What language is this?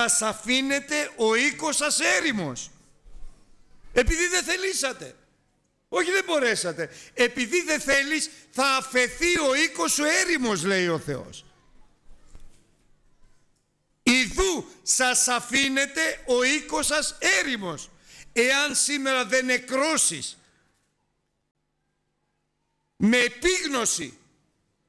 Greek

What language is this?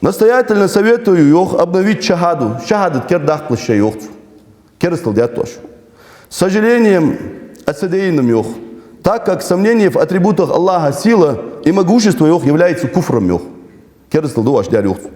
Ingush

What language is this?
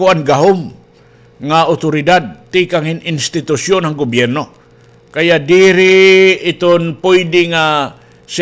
Waray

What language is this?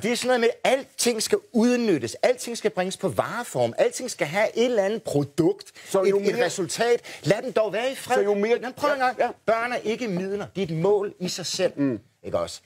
Danish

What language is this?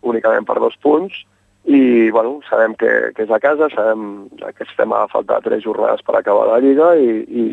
Catalan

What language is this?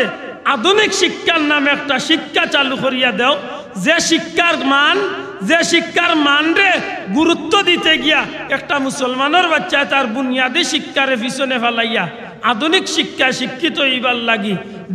Sylheti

